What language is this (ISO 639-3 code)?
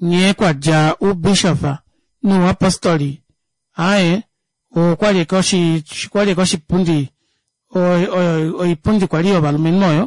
kua